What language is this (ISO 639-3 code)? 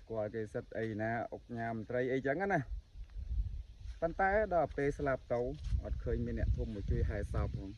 khm